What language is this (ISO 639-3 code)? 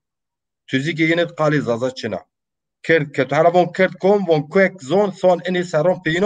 zza